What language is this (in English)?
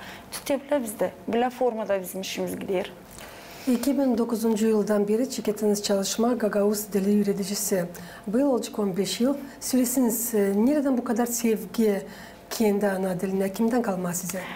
Gagauz